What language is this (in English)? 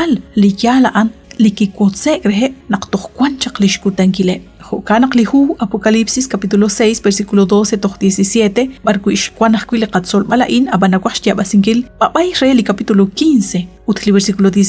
Kekchí